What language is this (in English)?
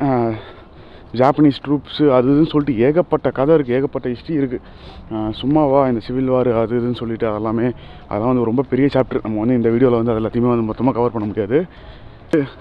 Tamil